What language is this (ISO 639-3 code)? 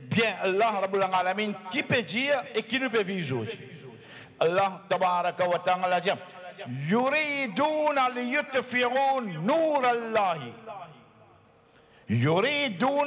fra